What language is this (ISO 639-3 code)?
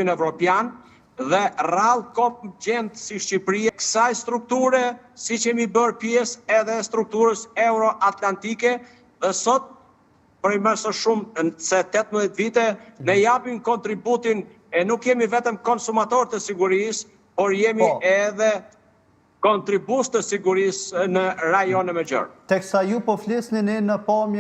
sqi